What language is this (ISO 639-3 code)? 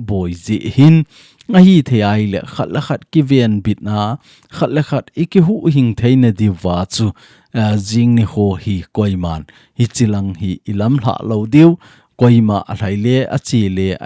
tcz